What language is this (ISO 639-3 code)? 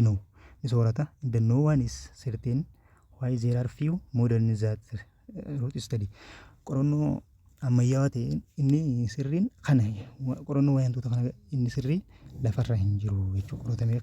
orm